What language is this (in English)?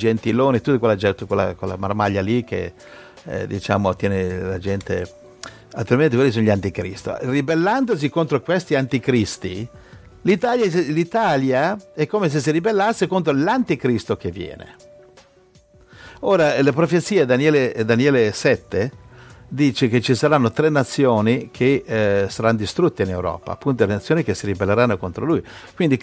Italian